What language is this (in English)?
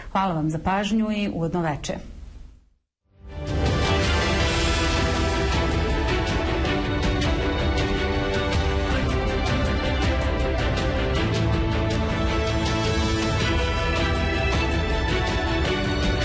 Bosnian